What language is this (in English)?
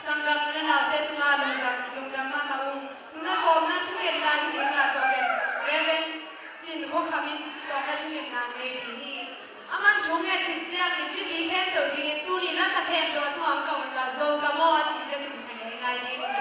Tedim Chin